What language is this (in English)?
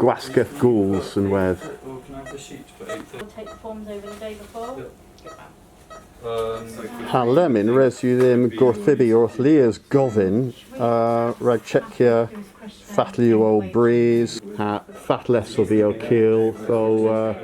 Cornish